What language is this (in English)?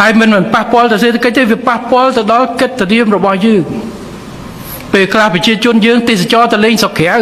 Khmer